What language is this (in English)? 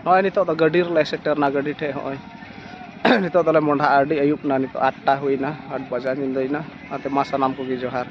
Santali